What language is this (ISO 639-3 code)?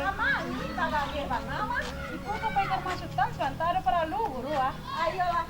min